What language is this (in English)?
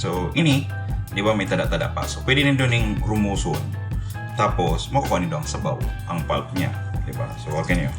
Bikol